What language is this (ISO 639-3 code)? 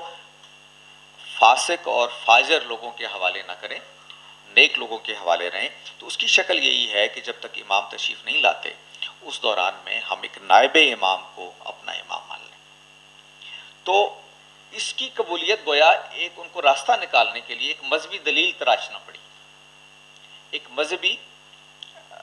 urd